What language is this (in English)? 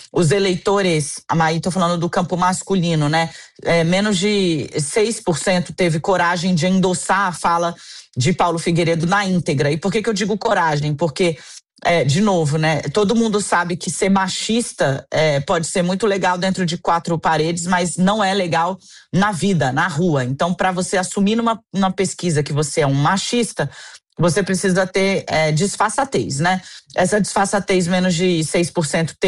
Portuguese